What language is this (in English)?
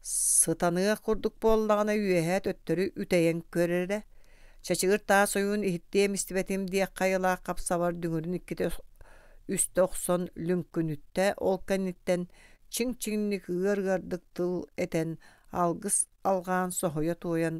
Yakut